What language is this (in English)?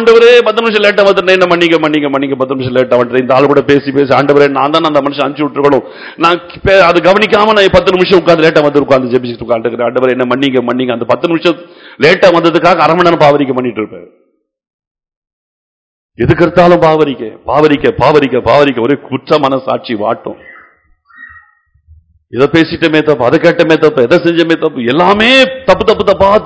Tamil